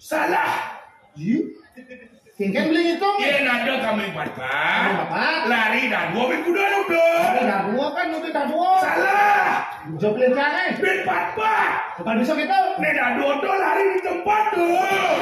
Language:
Balinese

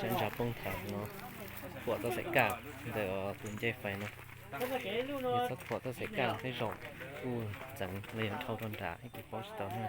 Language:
Hmong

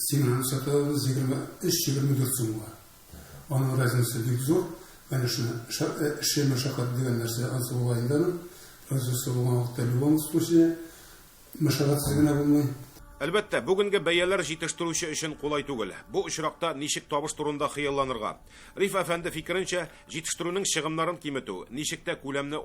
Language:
Tatar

